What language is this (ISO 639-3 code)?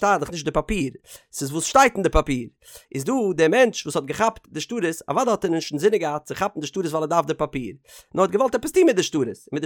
yid